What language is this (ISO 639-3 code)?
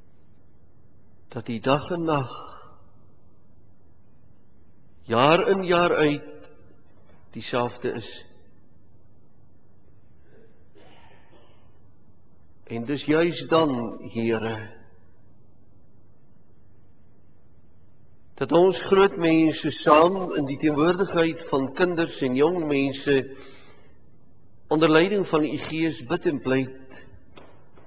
afr